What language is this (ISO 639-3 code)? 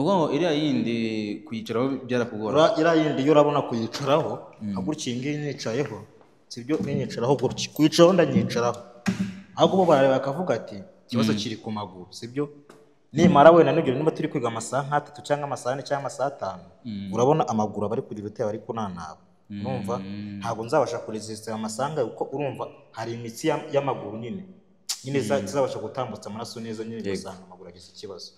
kin